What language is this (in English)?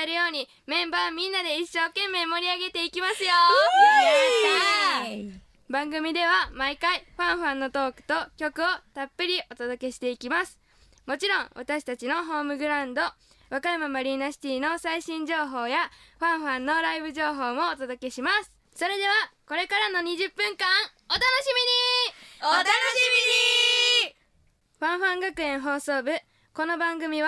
Japanese